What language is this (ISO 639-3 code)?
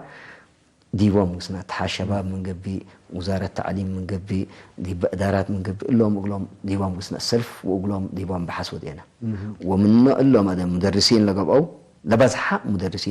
tig